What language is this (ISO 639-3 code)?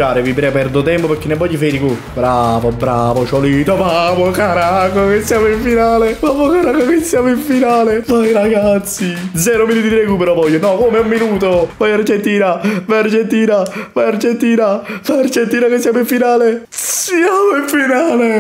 ita